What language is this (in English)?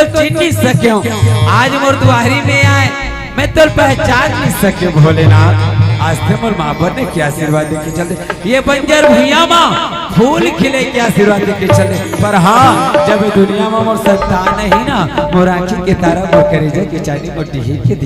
Chhattisgarhi